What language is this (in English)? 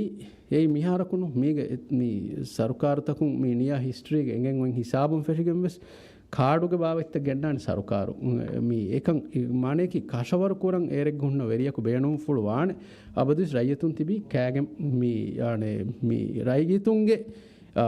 Divehi